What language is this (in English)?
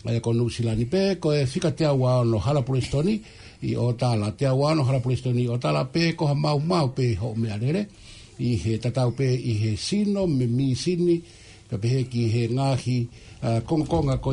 Tongan